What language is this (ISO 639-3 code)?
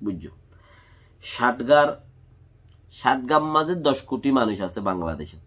rhg